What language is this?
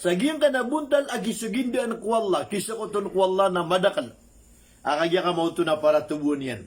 Maranao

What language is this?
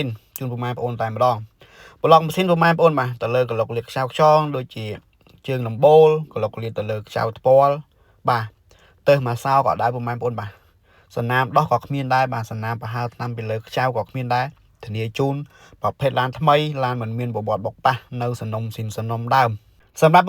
Khmer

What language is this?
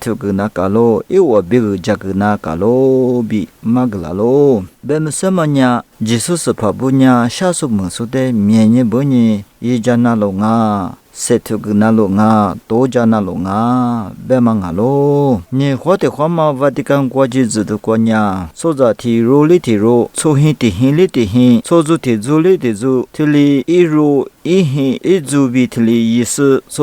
Lisu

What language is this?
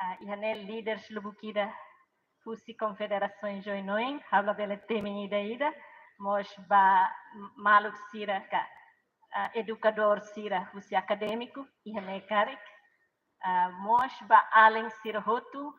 Tetum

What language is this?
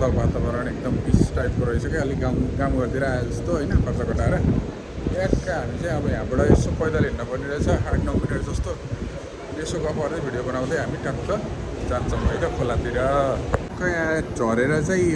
Nepali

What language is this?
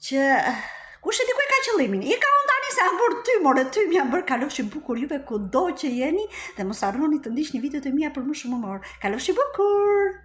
Albanian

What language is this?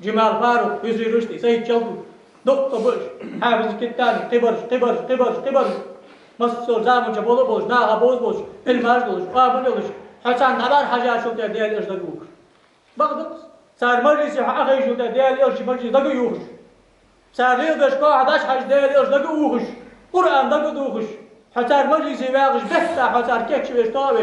Ingush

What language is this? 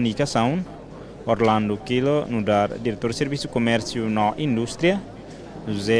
Tetum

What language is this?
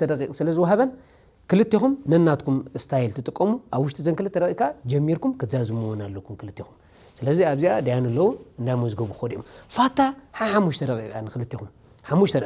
Tigrinya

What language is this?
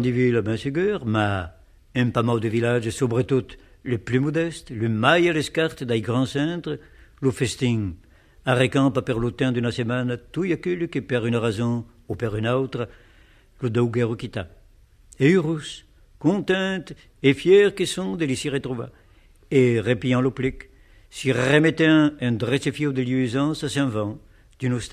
Occitan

